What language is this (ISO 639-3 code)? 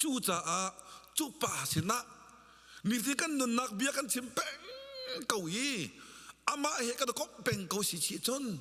cnh